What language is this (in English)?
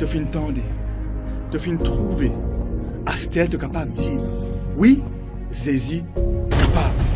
Morisyen